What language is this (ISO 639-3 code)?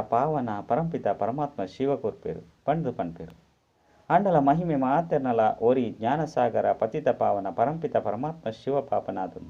tcy